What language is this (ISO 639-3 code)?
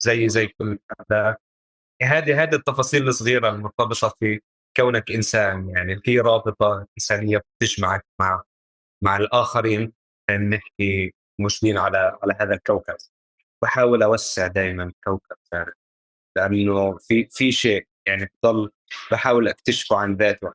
apc